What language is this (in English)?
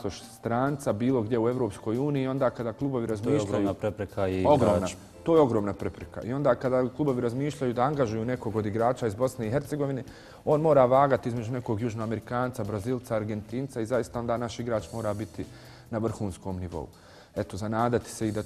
Bosnian